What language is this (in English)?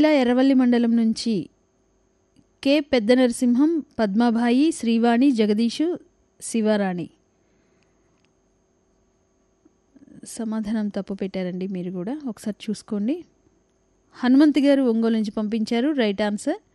Telugu